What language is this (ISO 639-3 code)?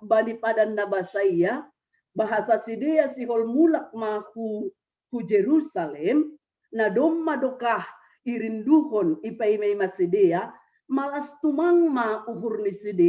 bts